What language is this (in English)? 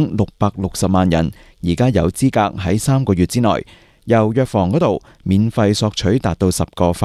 Cantonese